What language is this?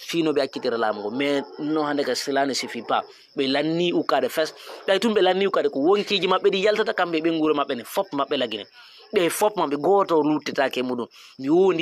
Fula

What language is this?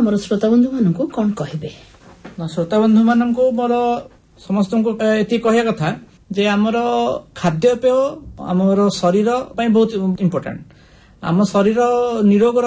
Odia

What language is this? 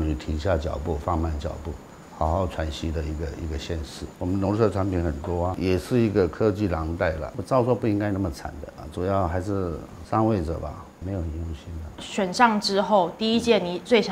Chinese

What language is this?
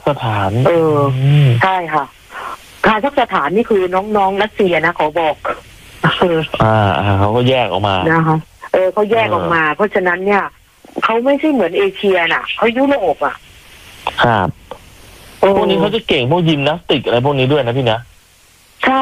Thai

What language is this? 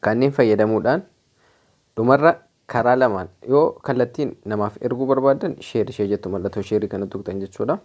Oromo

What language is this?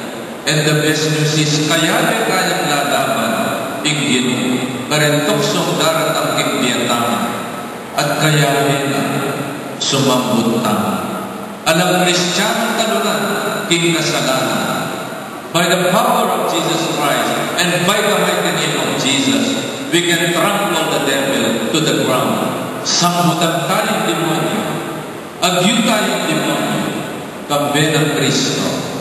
Pampanga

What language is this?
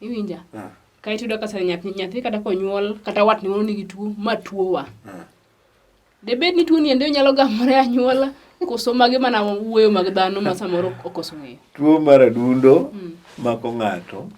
Luo (Kenya and Tanzania)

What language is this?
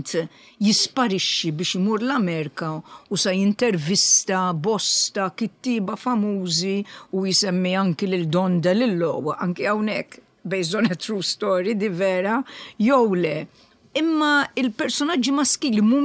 Maltese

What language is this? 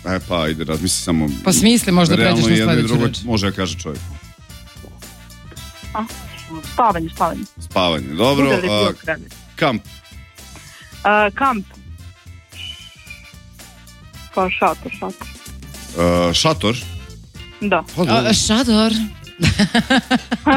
Serbian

